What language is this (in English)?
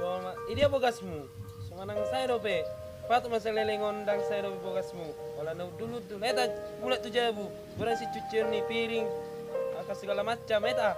Batak Toba